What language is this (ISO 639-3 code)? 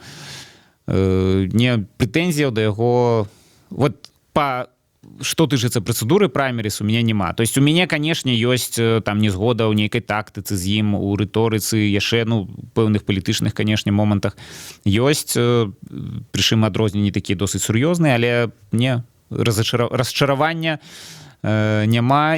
bel